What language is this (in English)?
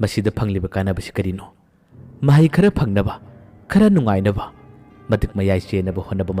Manipuri